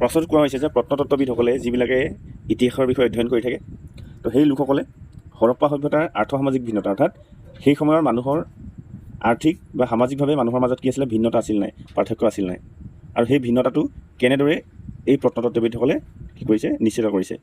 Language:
Assamese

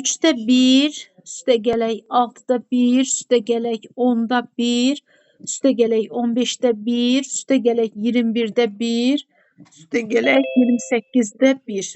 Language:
Azerbaijani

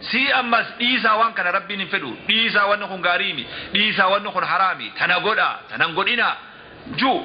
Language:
Oromo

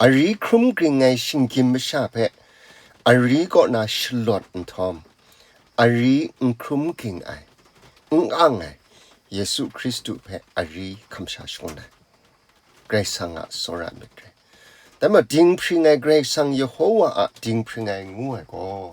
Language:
Kachin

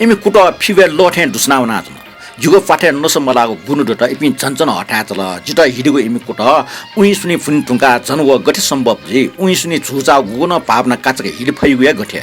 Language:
Newari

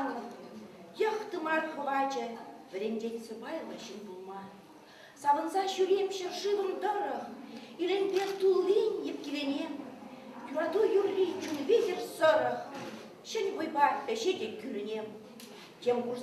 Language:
Chuvash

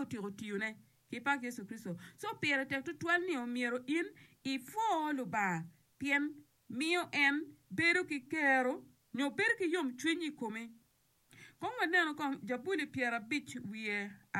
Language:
Acoli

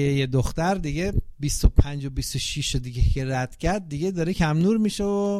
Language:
Persian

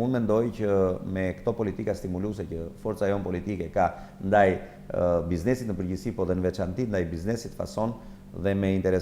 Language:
Albanian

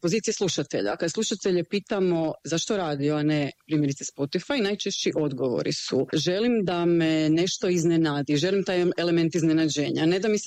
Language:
Croatian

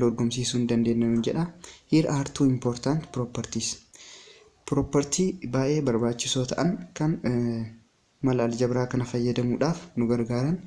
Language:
Oromo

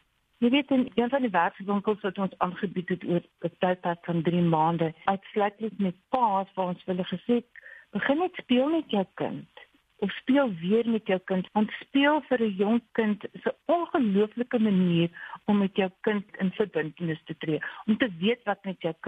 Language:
Afrikaans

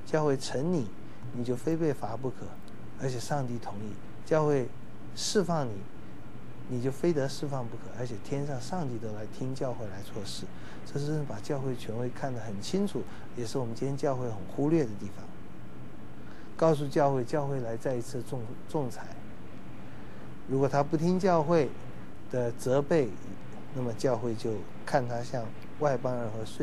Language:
Chinese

